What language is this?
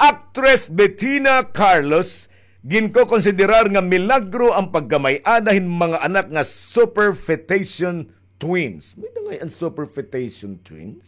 Waray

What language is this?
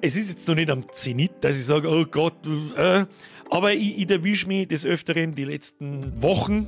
Bavarian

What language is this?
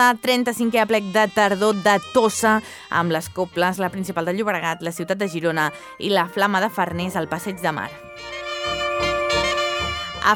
Catalan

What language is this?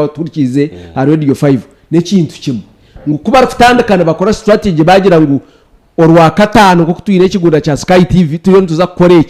Nyankole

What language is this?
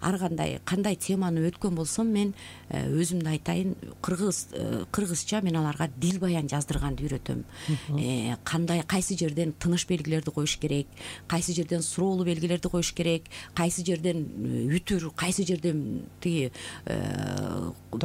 Kyrgyz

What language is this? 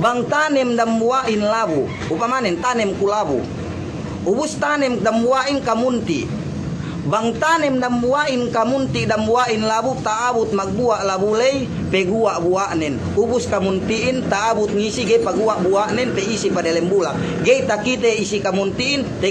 Yakan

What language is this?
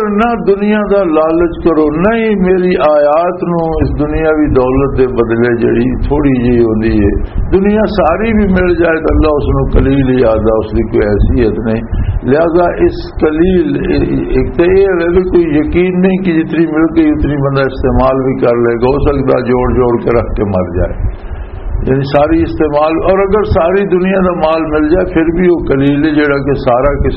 Western Panjabi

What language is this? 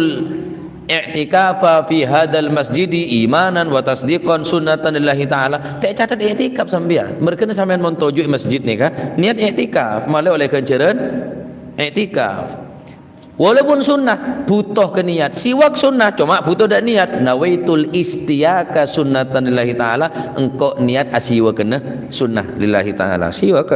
Madurese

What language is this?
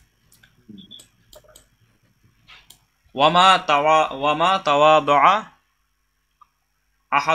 Bangla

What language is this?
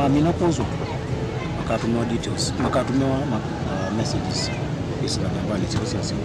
Kamba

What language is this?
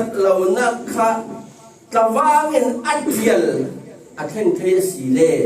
Falam Chin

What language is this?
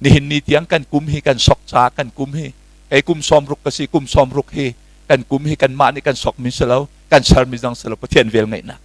Hakha Chin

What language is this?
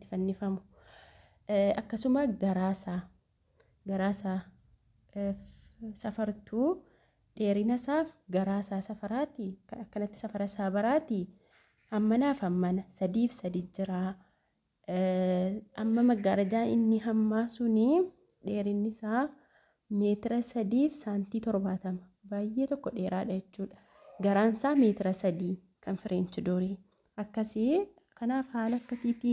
Oromo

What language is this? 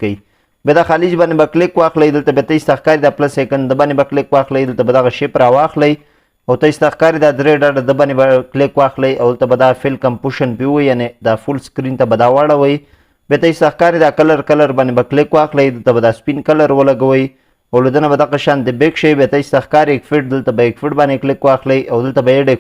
Pashto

